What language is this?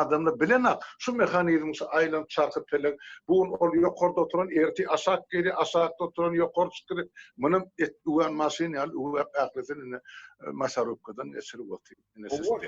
Turkmen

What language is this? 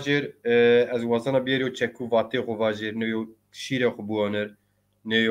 Zaza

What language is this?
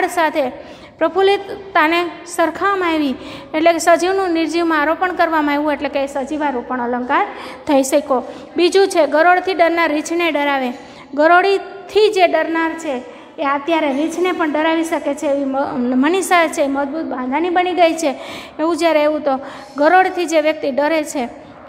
Gujarati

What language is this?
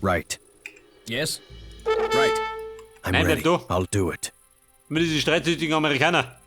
Bavarian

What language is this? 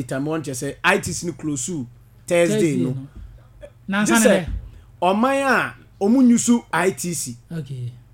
Akan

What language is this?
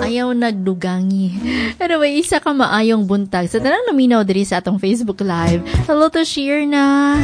Cebuano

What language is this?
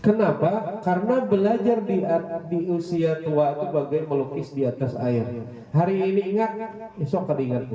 Banjar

